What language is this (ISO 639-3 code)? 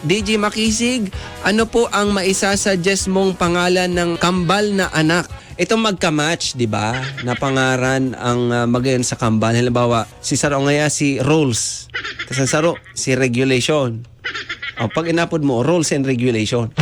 bik